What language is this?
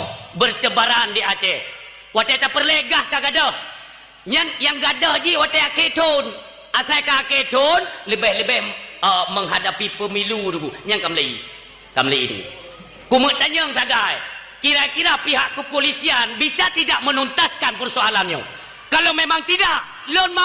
Achinese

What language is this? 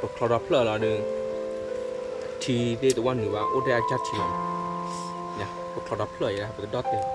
S'gaw Karen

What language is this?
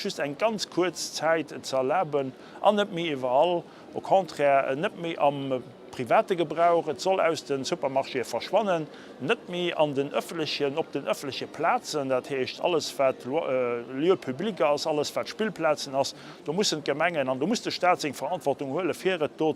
Luxembourgish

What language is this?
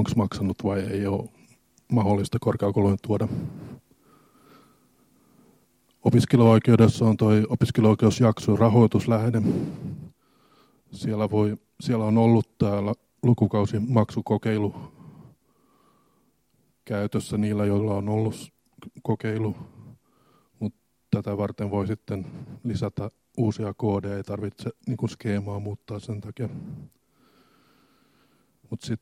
Finnish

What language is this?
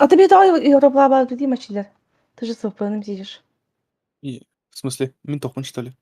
Yakut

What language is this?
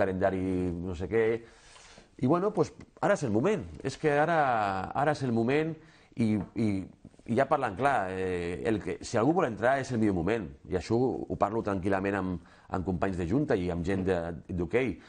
Catalan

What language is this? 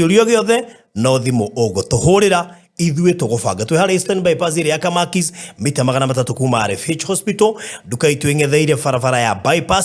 Kikuyu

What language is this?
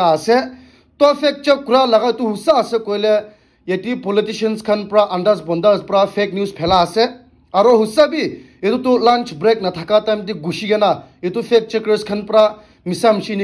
Naga Pidgin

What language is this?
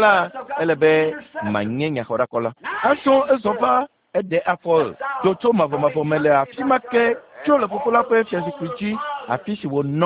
Ewe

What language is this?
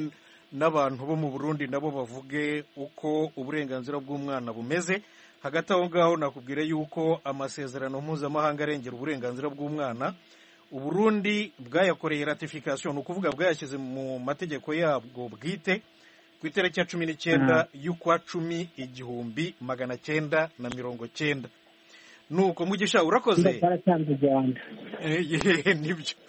Kinyarwanda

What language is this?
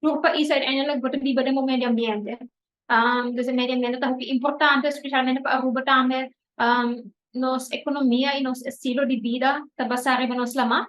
Papiamento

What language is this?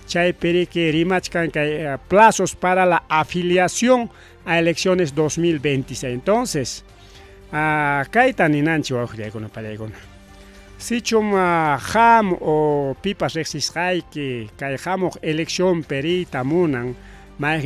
Ayacucho Quechua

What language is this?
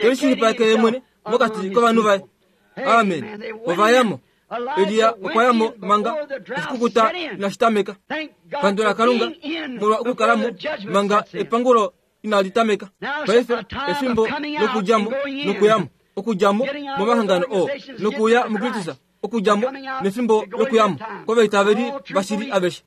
Kuanyama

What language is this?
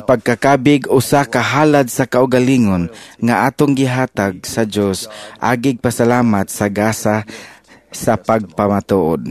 Cebuano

